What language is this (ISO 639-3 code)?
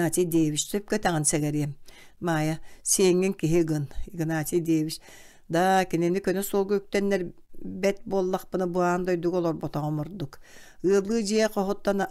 sah